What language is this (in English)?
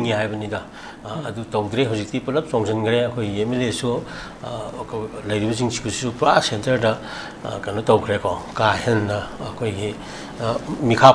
Manipuri